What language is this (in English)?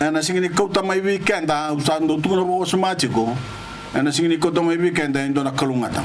Fijian